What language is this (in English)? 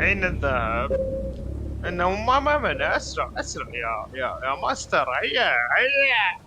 Mesopotamian Arabic